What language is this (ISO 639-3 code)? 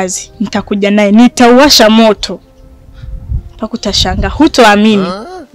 swa